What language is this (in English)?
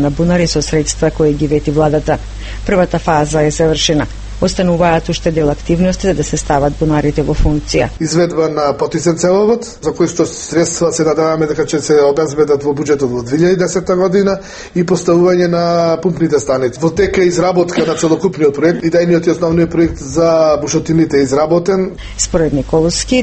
Macedonian